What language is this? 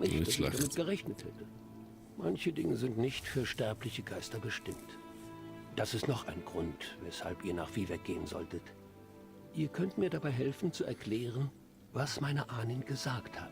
Swiss German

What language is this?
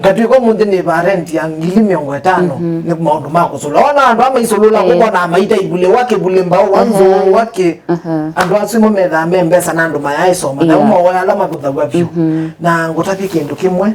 Kamba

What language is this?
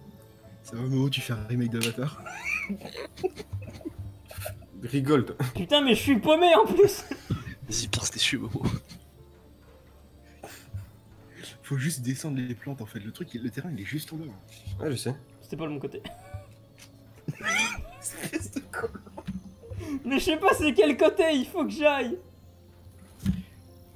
French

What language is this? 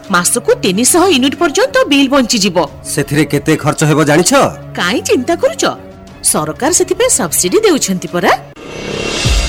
Odia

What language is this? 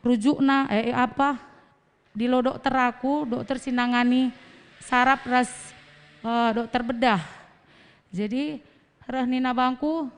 Batak Karo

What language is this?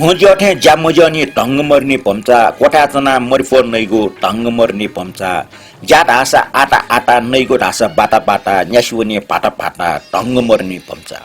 Newari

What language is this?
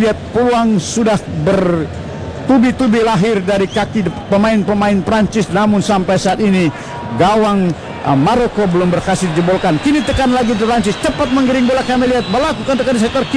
Indonesian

